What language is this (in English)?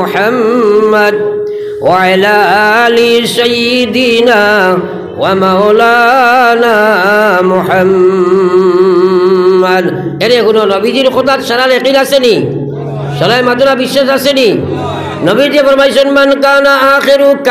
Sylheti